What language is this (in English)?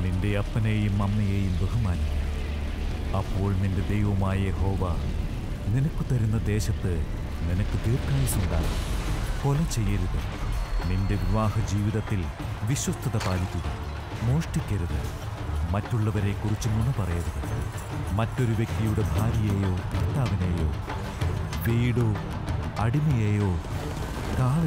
Malayalam